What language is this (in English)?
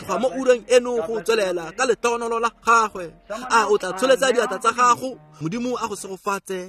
Tswana